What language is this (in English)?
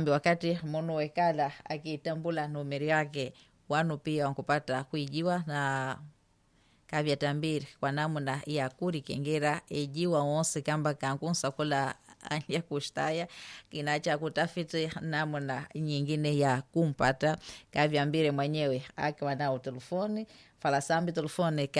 Swahili